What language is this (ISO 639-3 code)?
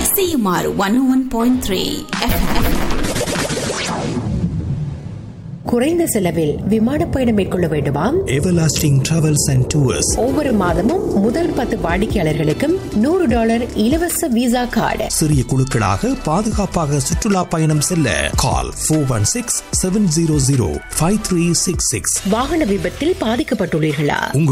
tam